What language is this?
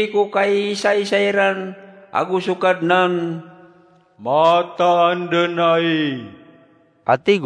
Maranao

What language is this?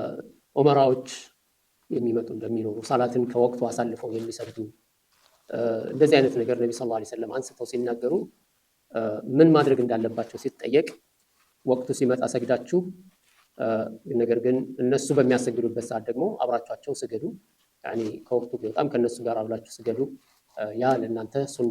Amharic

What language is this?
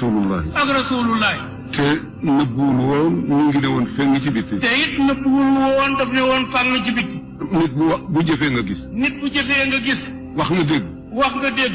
Wolof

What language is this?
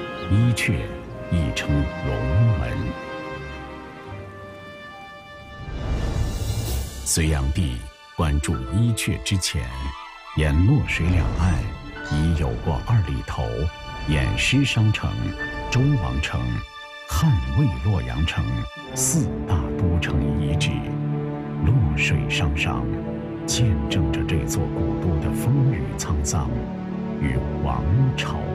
Chinese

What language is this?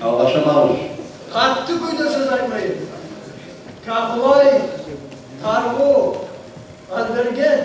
Kumyk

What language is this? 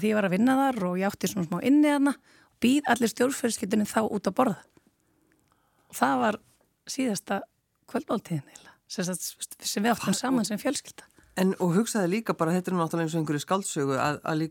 Icelandic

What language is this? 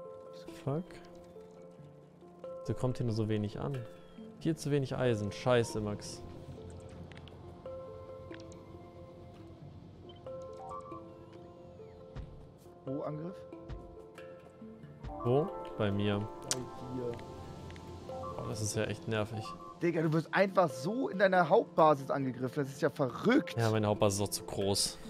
German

